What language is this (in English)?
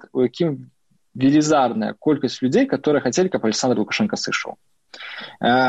Belarusian